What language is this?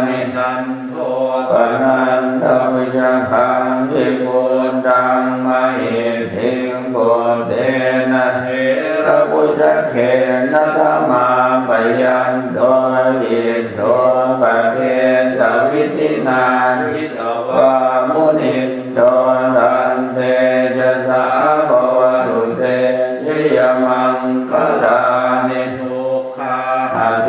Pali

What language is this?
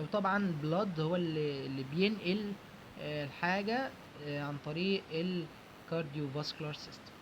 Egyptian Arabic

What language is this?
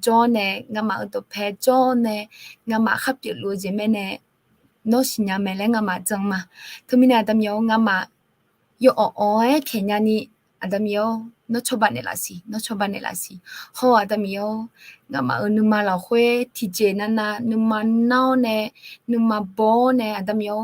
Akha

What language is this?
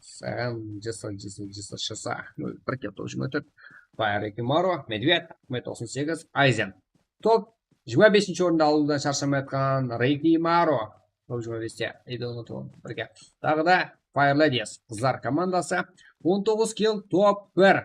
Kara-Kalpak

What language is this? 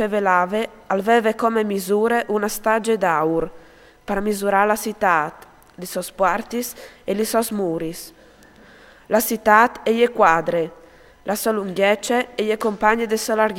Friulian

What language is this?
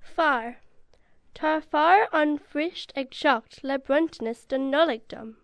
Irish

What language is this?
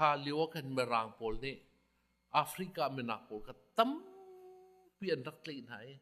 Hakha Chin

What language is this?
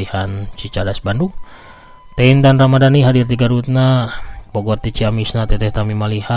Sundanese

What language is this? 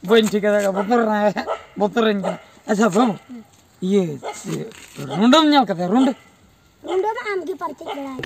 Santali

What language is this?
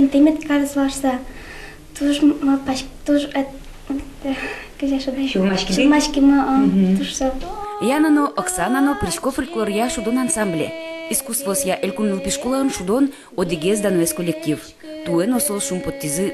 Udmurt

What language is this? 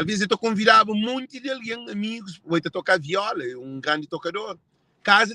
Kabuverdianu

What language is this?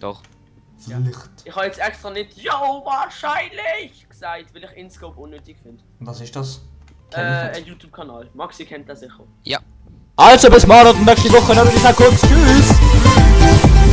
Swiss German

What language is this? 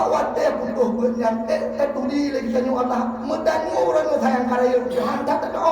Achinese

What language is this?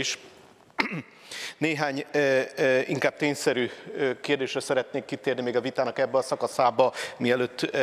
Hungarian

